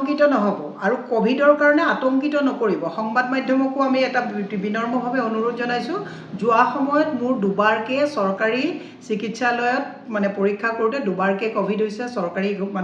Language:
Assamese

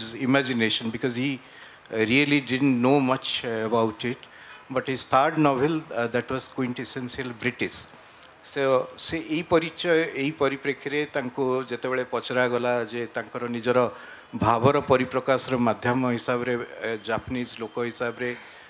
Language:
Odia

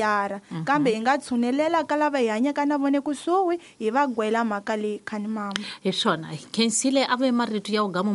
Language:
Tsonga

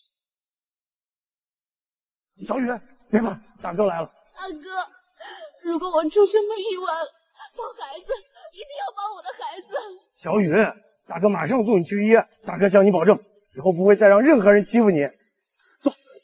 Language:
Chinese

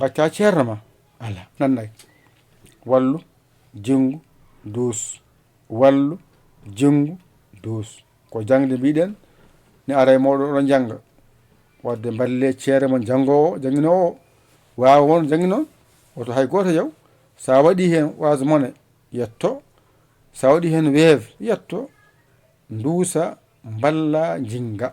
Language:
Fula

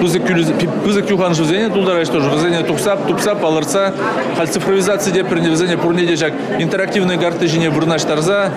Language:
Chuvash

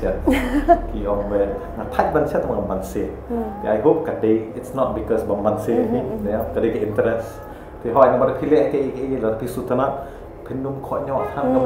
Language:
Khasi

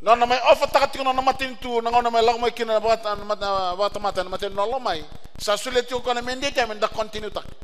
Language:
Fijian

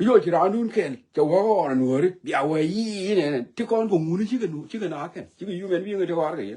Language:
Nuer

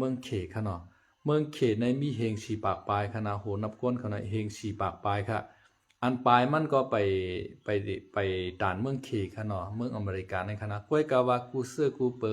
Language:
Shan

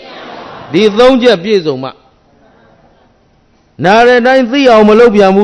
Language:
Burmese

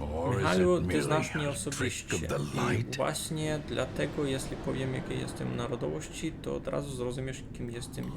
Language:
Rusyn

